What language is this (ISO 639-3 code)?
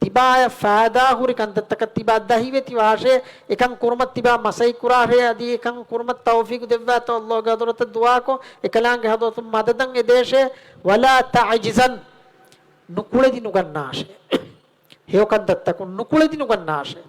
div